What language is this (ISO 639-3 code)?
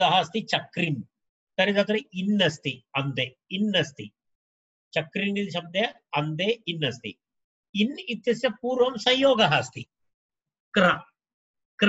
san